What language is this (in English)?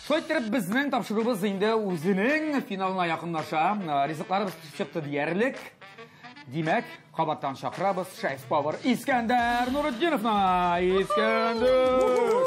Tatar